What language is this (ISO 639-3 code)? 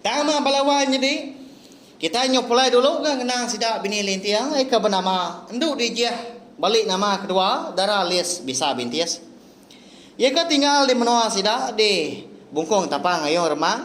iba